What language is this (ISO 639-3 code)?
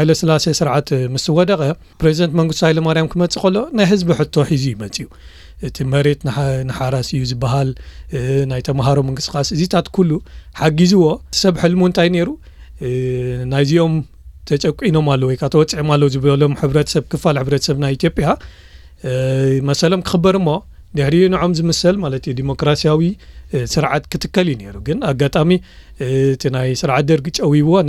tir